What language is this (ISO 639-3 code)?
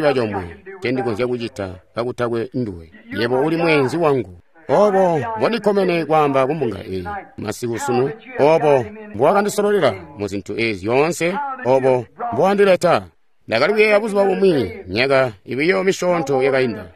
toi